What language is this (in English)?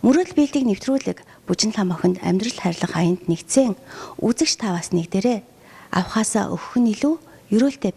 Mongolian